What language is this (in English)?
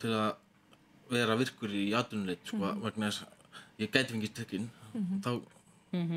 Icelandic